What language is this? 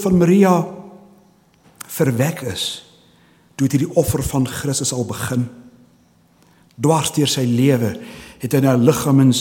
Afrikaans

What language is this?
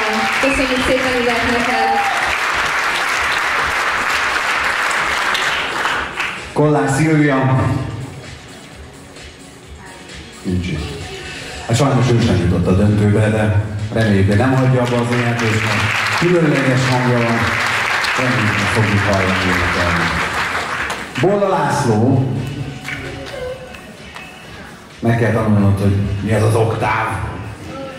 Hungarian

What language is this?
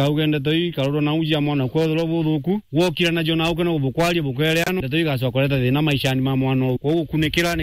Meru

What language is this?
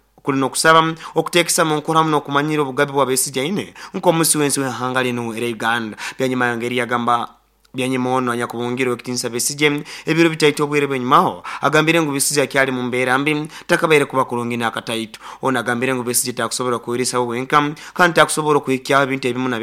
Nyoro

